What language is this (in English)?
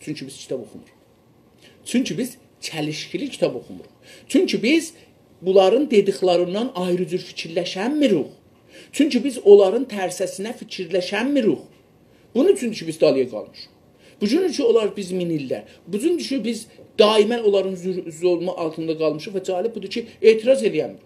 South Azerbaijani